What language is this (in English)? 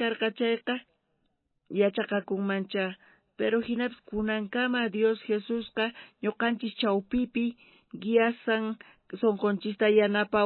South Bolivian Quechua